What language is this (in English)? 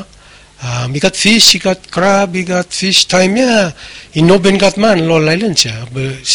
Bislama